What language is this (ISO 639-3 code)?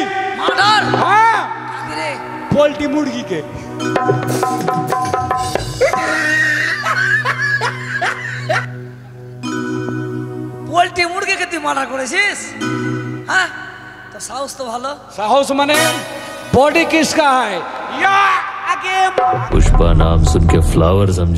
ben